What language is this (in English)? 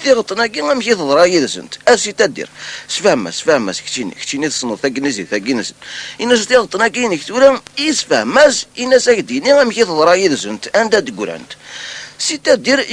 Kabyle